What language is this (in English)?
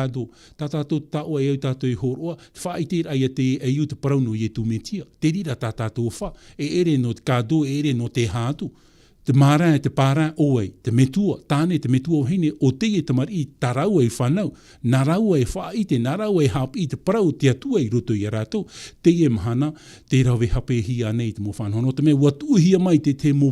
Tahitian